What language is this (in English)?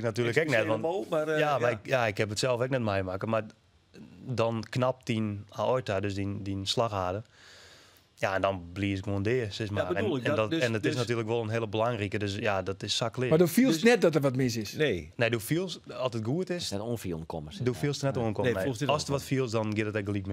Western Frisian